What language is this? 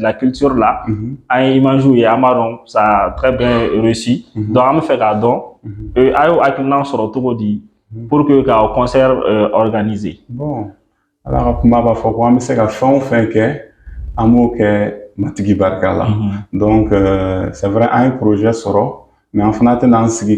Bambara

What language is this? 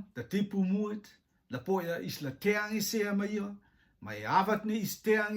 Rotuman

